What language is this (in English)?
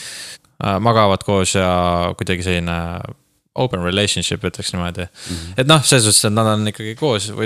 Estonian